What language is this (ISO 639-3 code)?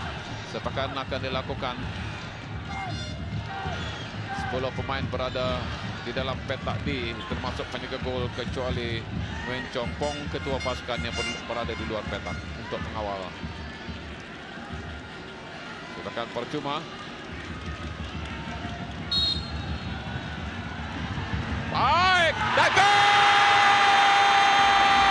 msa